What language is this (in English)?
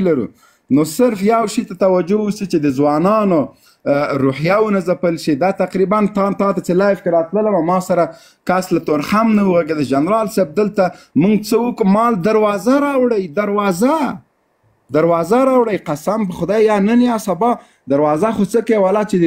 Pashto